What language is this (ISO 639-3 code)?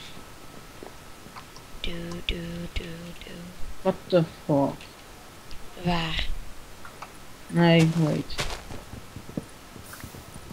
nld